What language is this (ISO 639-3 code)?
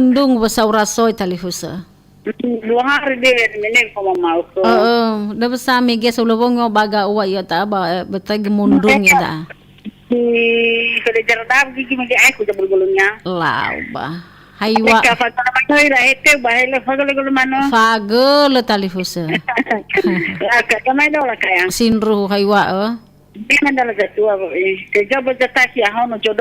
nia